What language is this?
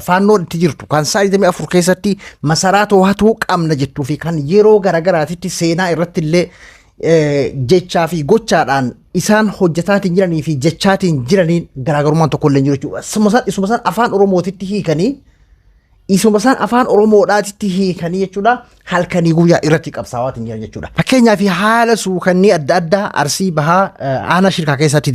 Oromo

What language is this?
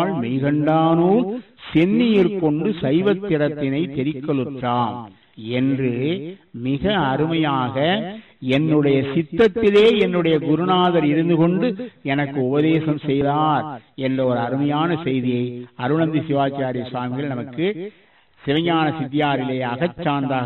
Tamil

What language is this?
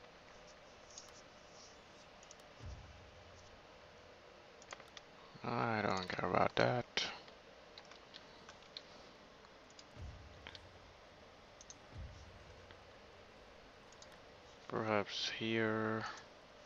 English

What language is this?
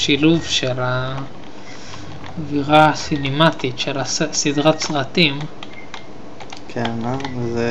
Hebrew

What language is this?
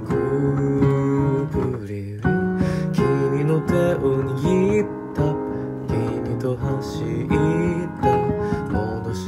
Japanese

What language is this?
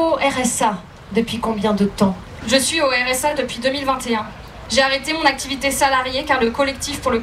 French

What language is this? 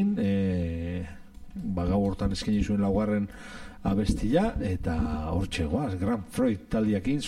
Basque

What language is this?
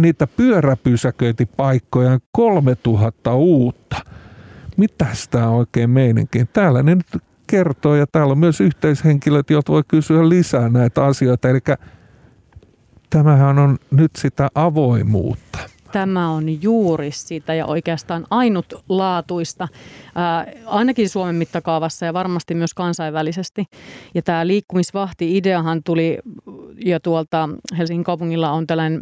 Finnish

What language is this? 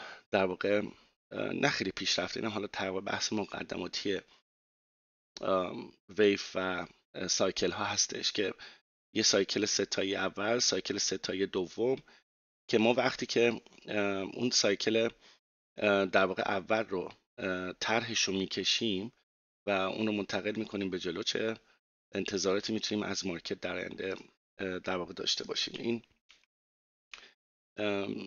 Persian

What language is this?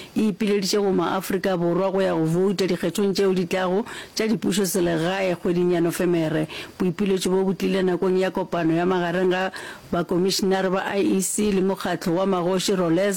Northern Sotho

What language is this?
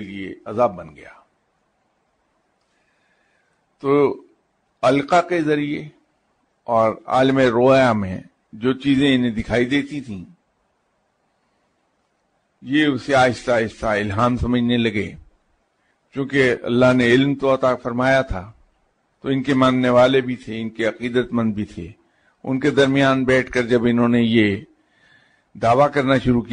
Urdu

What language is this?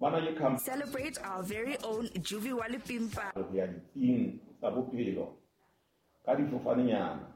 Southern Sotho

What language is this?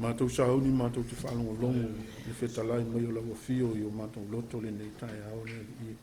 Samoan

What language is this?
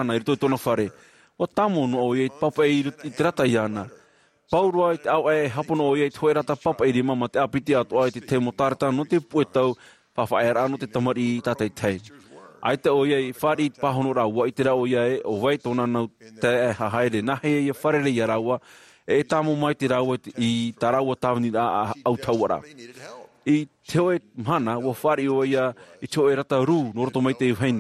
Tahitian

